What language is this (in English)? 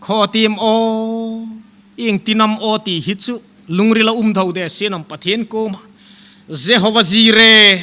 Hmar